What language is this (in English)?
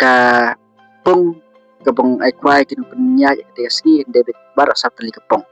Khasi